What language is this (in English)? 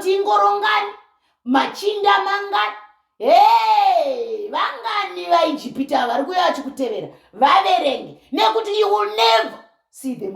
Shona